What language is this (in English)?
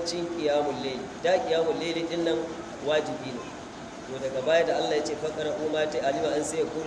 Hausa